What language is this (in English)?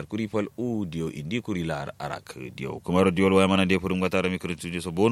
Kanuri